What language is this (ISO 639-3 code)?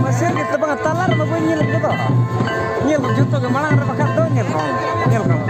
sat